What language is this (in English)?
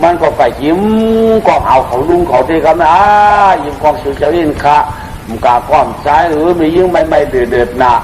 Shan